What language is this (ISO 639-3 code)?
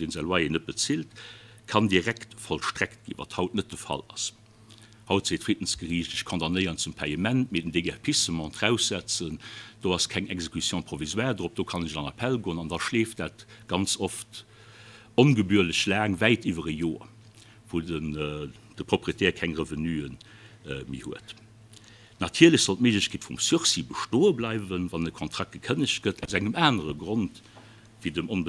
ltz